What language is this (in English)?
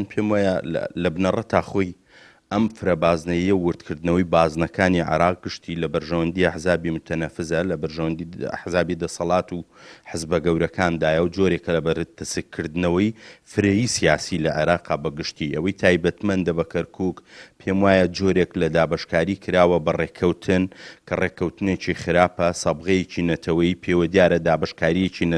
Central Kurdish